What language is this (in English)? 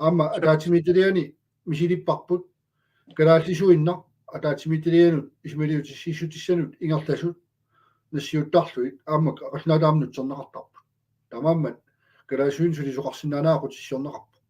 Kalaallisut